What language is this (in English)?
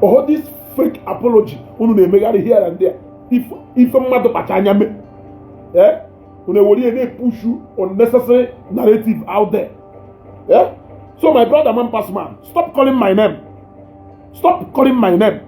Igbo